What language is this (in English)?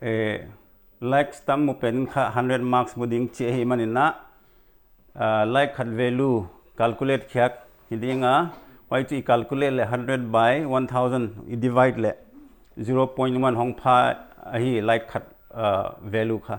Paite Chin